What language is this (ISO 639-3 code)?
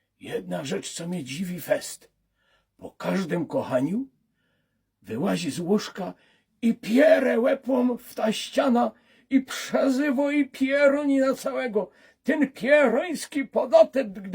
szl